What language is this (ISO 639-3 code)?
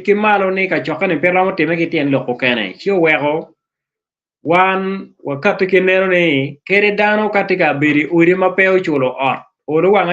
ach